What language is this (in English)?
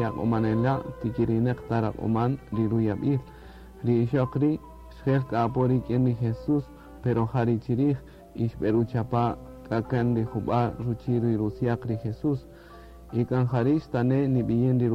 Kaqchikel